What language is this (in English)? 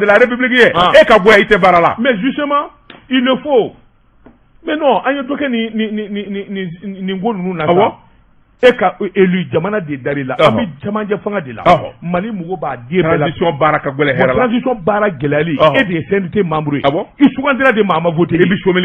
Bambara